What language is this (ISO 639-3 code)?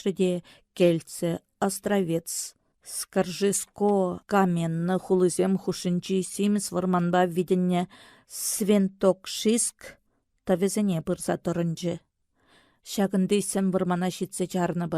chv